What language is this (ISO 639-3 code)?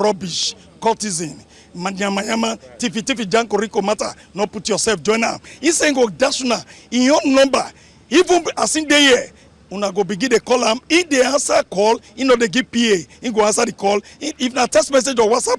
pcm